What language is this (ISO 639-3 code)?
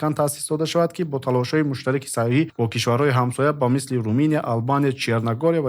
tgk